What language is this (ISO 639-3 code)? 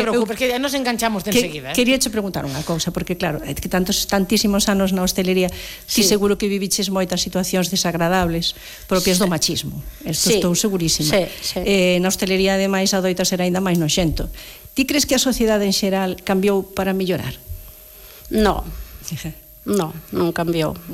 glg